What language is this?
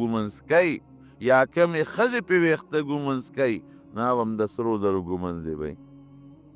Pashto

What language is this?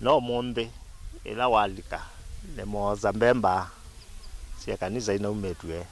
Kamba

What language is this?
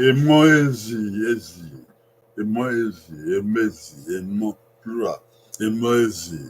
Bini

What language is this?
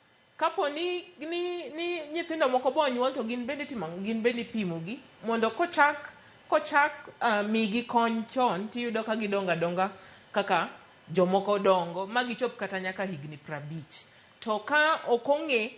Luo (Kenya and Tanzania)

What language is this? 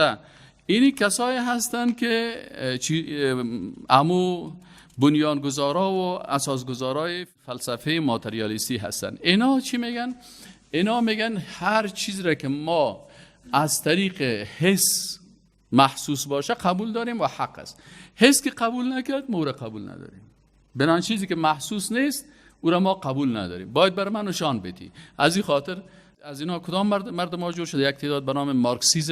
Persian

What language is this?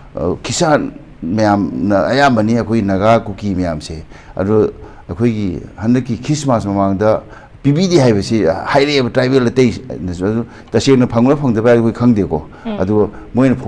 Manipuri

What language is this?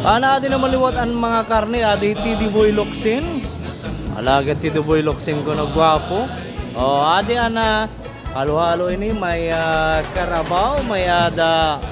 Waray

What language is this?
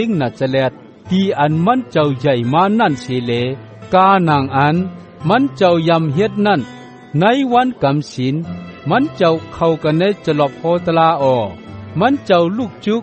Shan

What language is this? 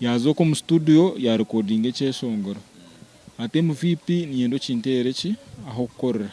Nyankole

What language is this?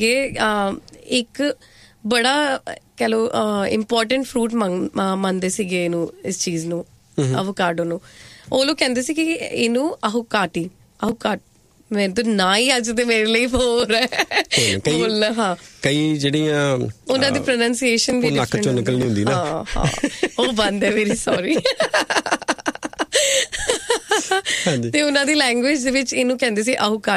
Punjabi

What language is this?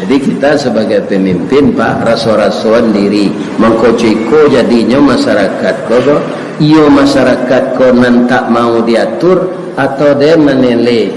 Minangkabau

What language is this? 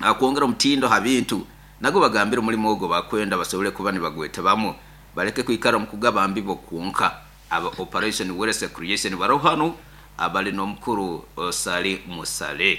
Nyoro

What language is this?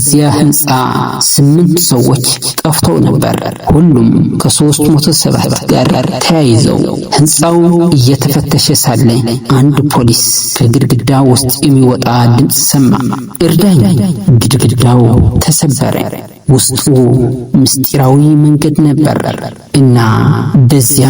Amharic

